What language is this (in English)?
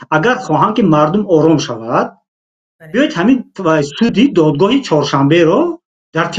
Tajik